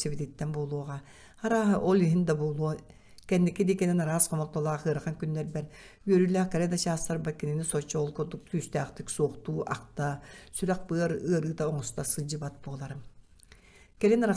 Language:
Yakut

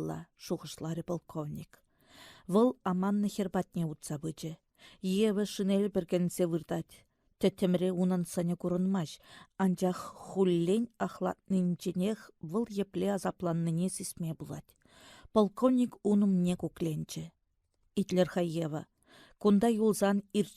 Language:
Chuvash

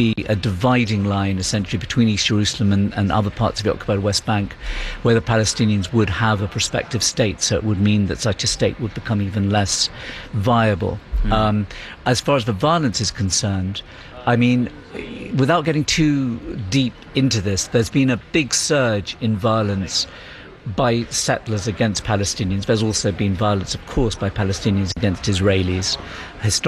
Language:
English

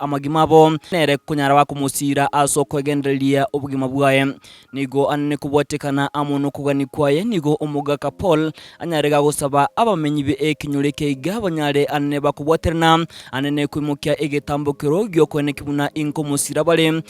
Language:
Gusii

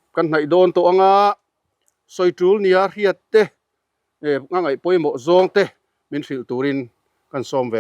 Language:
Mizo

